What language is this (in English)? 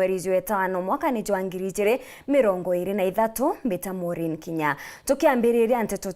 Meru